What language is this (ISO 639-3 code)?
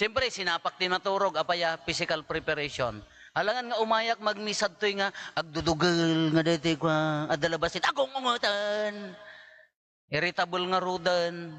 ilo